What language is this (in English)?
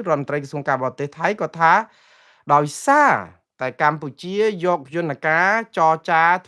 Khmer